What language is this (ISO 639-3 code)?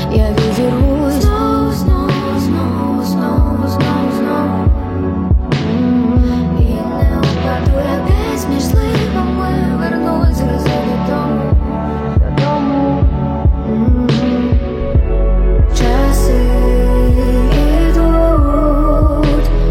ukr